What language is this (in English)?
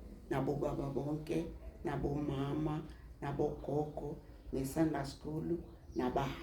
Zulu